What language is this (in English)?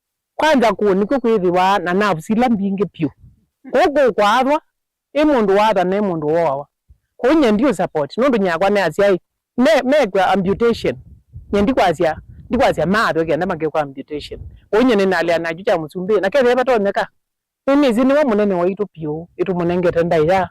Kamba